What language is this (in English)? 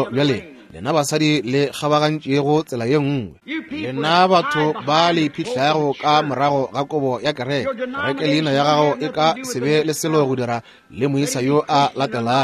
Northern Sotho